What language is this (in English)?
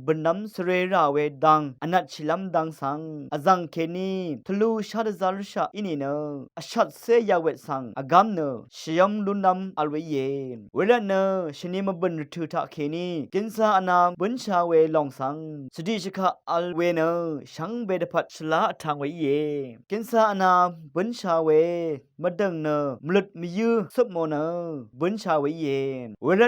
Rawang